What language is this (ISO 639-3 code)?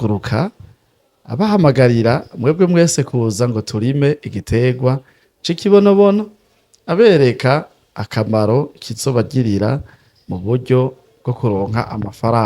run